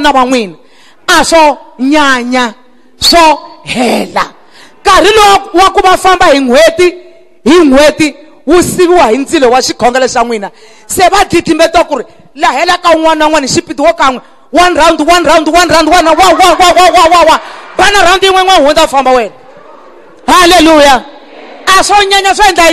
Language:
Tsonga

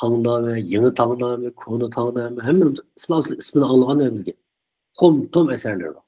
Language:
Uyghur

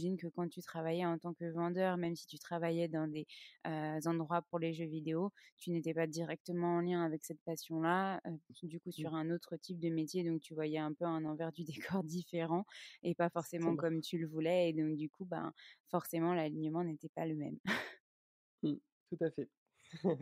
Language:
French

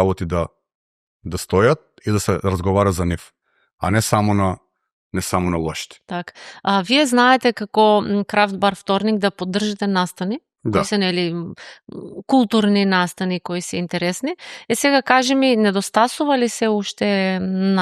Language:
Macedonian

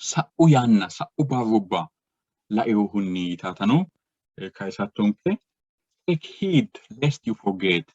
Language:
Sidamo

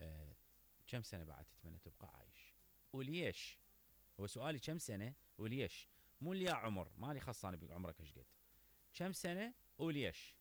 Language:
Mesopotamian Arabic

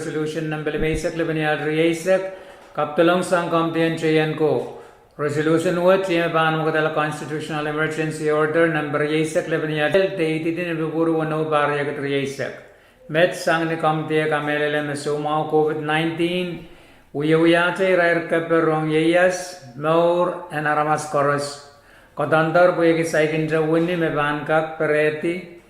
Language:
Pohnpeian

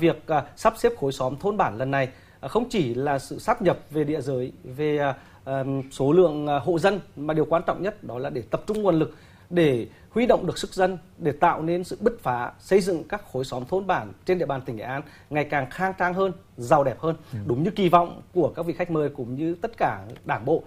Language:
Vietnamese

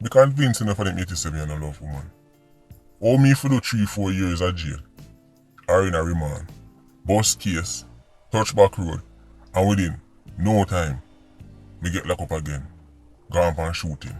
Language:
Jamaican Creole English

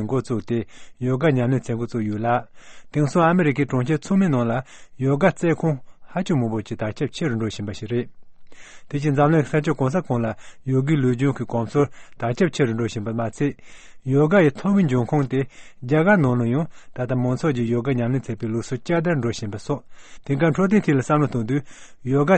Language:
Tibetan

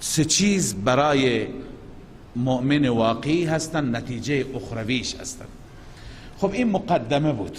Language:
Persian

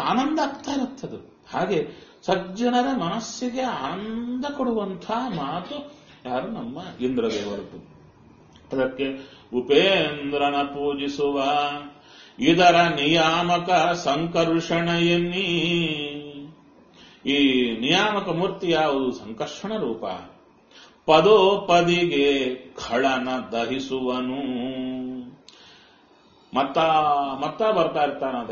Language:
Kannada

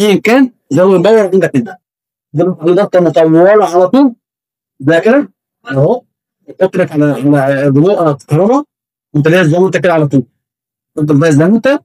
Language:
Egyptian Arabic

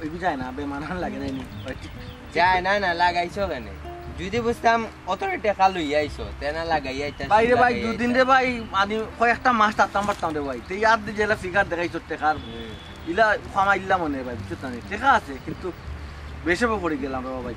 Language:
Sylheti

